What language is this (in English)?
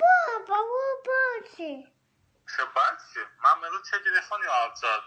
Abkhazian